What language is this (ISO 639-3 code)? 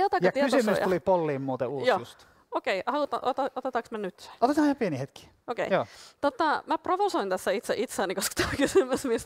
fin